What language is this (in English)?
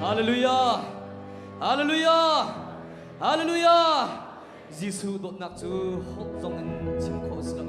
Hakha Chin